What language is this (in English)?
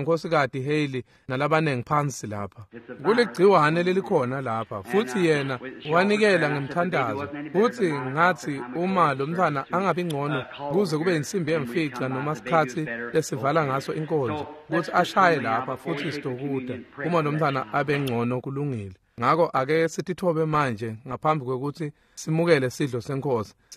Swati